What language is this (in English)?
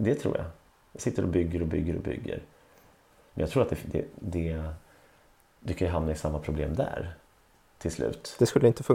Swedish